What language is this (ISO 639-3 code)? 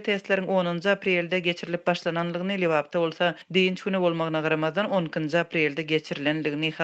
tuk